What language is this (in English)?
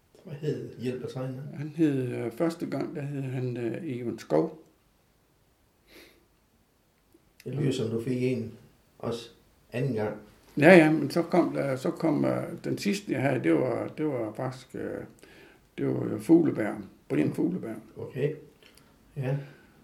Danish